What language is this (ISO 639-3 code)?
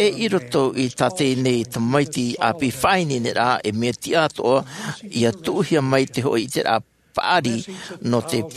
tah